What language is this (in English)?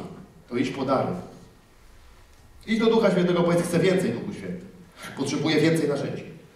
Polish